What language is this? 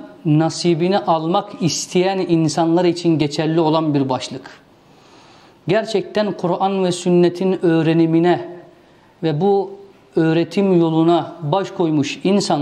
Turkish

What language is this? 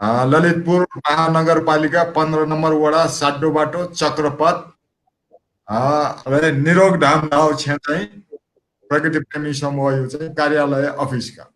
Newari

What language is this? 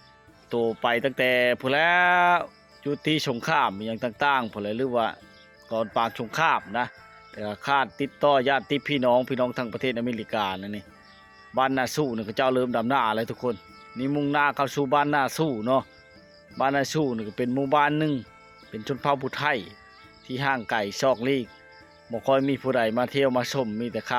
Lao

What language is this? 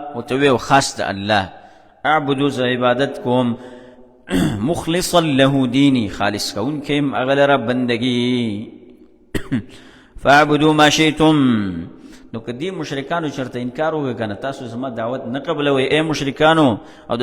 Pashto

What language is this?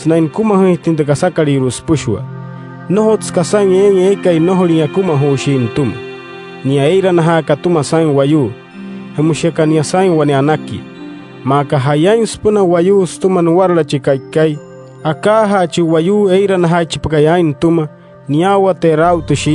Wayuu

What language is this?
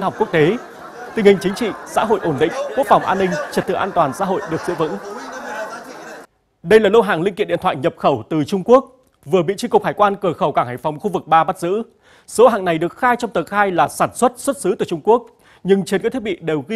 Vietnamese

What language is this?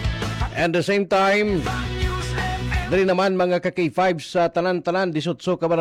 Cebuano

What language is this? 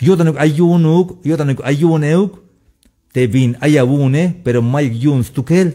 Tzeltal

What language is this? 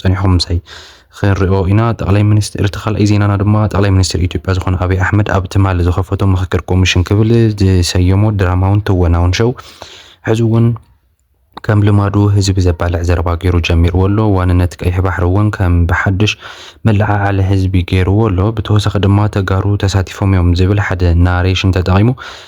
Tigrinya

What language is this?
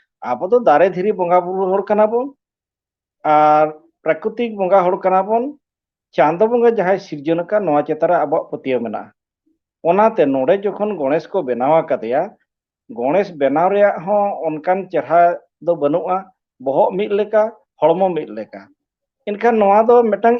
Santali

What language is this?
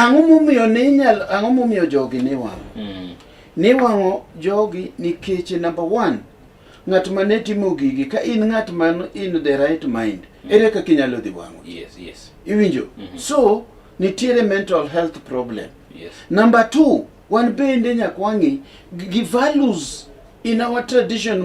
Luo (Kenya and Tanzania)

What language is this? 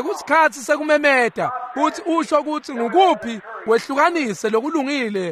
Swati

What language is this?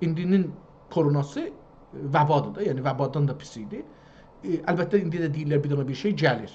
South Azerbaijani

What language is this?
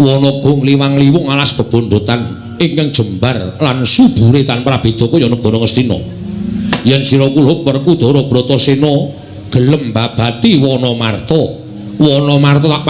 Javanese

